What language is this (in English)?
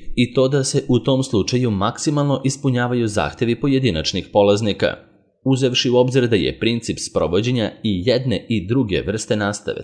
Serbian